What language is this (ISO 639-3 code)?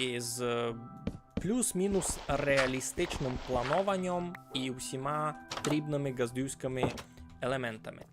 rue